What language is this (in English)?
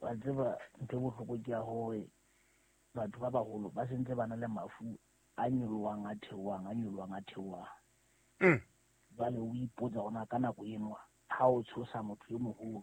Southern Sotho